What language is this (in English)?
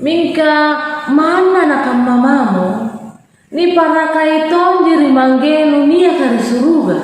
Makasar